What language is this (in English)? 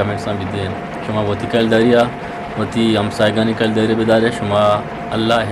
Eastern Balochi